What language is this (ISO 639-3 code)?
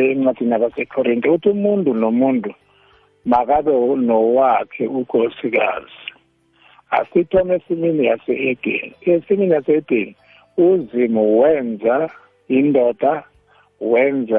nbl